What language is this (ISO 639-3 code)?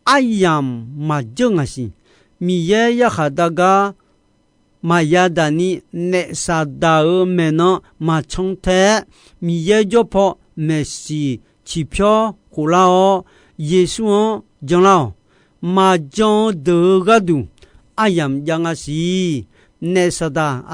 ahk